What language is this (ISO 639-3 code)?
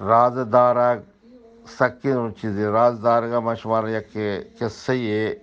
bgp